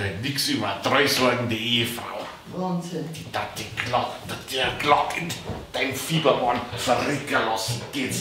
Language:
Bavarian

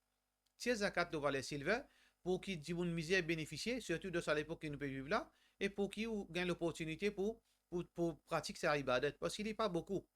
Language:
Morisyen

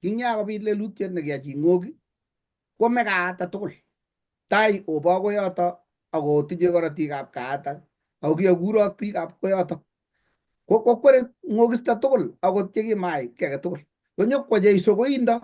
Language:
Kalenjin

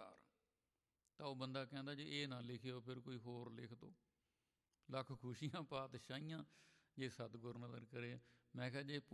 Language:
Punjabi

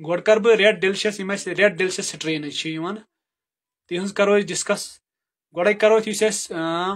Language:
Kashmiri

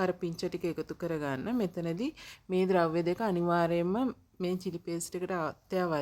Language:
Sinhala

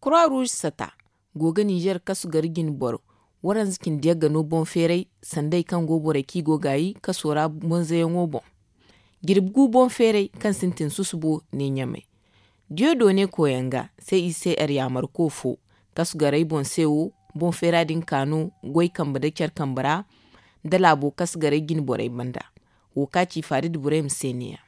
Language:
Zarma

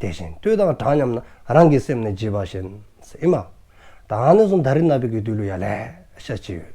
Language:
Dzongkha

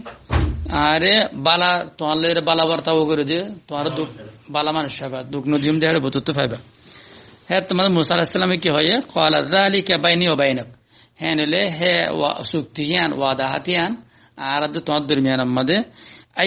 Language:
Rohingya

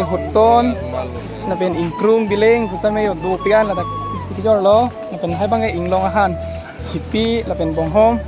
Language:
Karbi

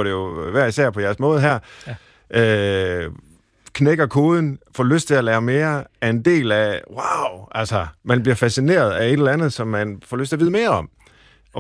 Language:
Danish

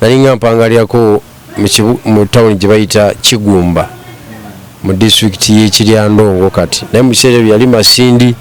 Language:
Ganda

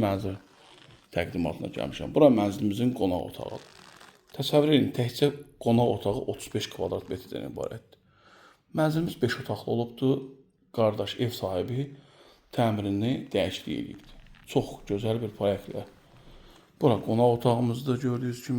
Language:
Azerbaijani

